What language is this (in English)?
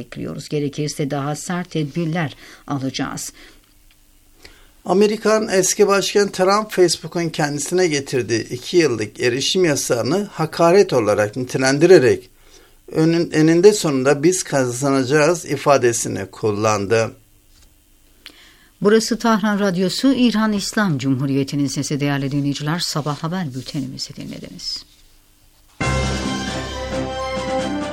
Turkish